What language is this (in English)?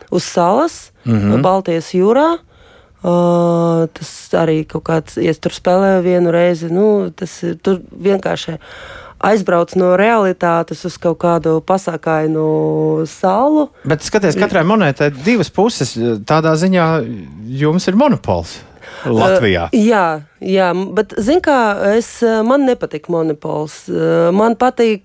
Latvian